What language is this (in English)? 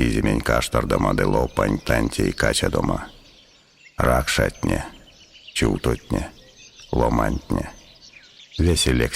Erzya